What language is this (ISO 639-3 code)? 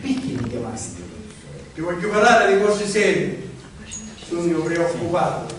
scn